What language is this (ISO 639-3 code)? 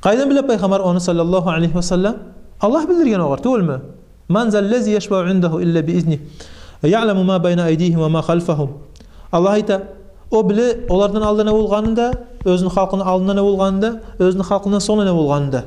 kum